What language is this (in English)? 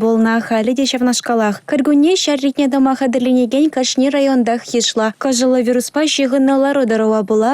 Chuvash